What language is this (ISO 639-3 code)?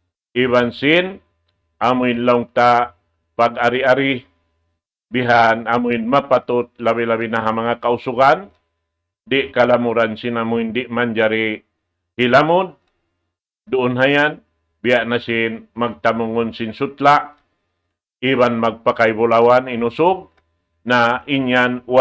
tsg